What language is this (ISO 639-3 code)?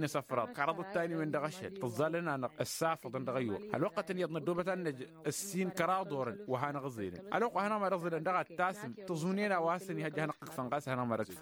taq